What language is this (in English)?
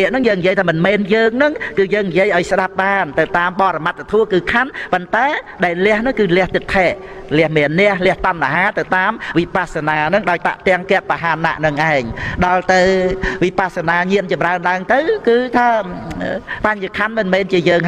Khmer